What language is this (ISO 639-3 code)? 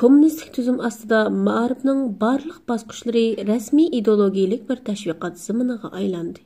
uig